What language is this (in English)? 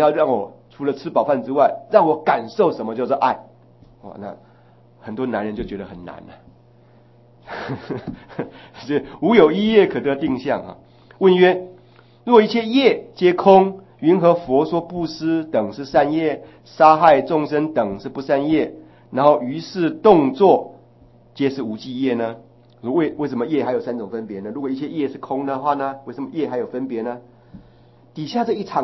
Chinese